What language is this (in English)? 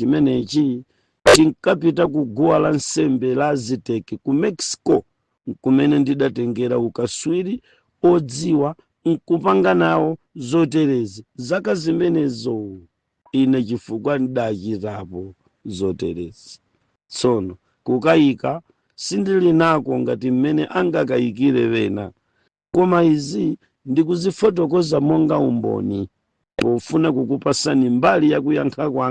Nyanja